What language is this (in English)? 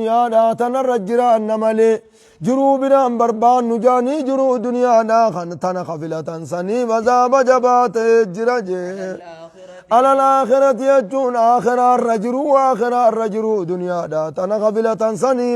Oromo